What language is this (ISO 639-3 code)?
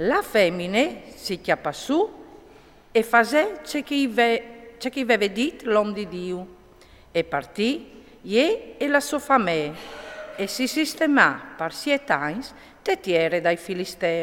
fur